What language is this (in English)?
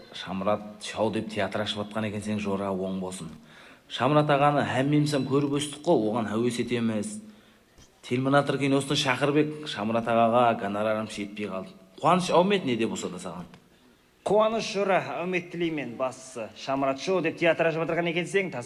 Kara-Kalpak